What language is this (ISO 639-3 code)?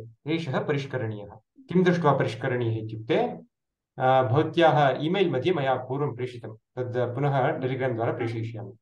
san